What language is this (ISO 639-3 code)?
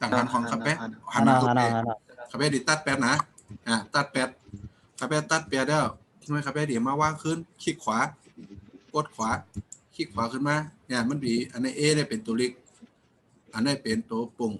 shn